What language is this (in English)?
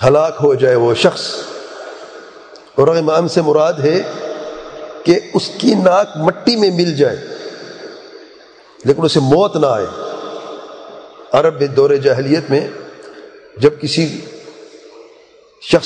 Urdu